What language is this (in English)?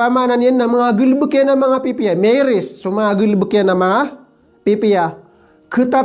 Maranao